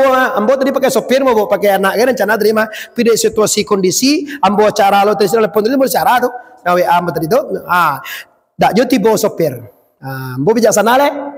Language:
Minangkabau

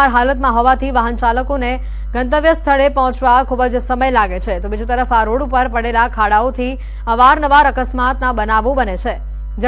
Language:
Gujarati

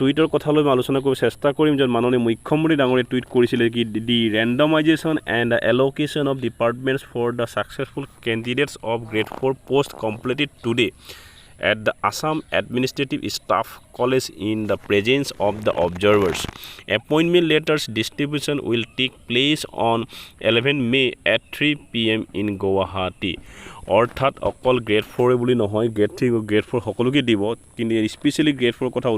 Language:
Assamese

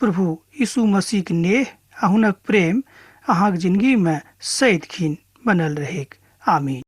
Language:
Maithili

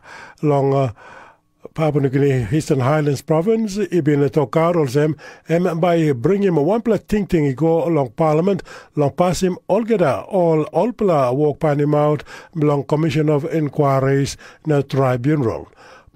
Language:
Tok Pisin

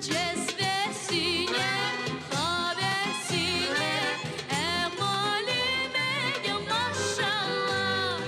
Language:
Crimean Tatar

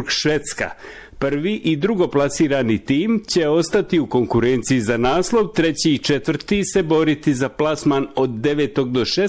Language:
Croatian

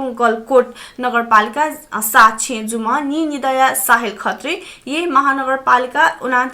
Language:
Newari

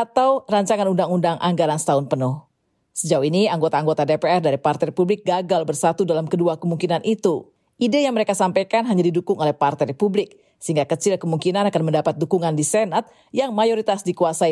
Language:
Indonesian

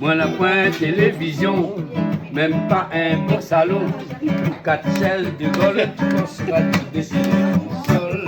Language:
Réunion Creole French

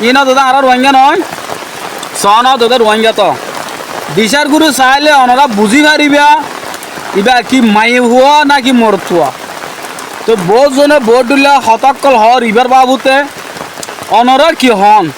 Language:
Rohingya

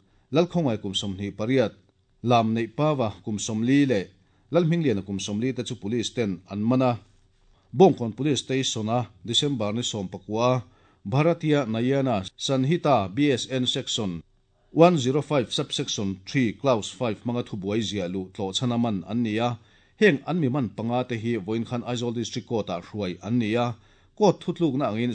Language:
Mizo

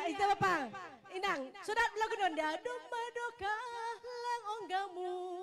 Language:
Batak Simalungun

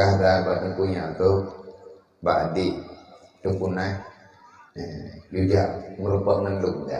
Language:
Achinese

